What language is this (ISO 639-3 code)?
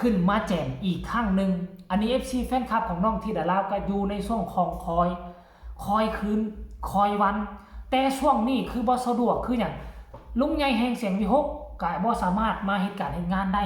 tts